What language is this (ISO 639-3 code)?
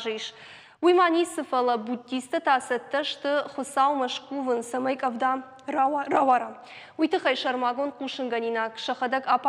oss